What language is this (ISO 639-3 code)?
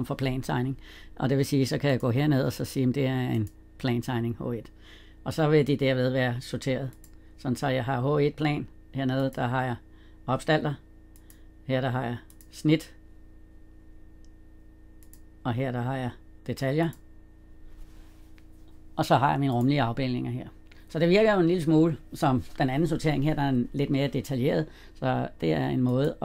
dan